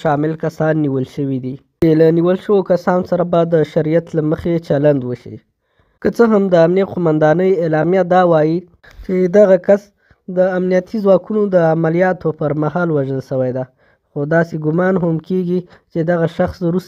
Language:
Pashto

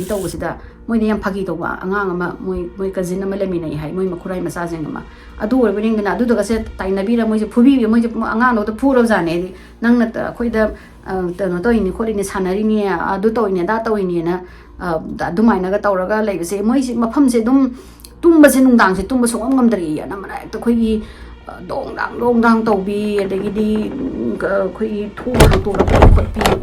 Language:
Manipuri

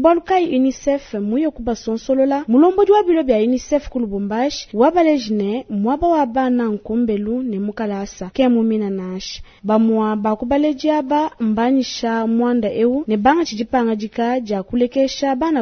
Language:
Luba-Lulua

